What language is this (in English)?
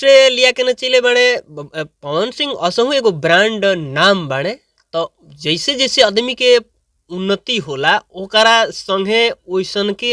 Bhojpuri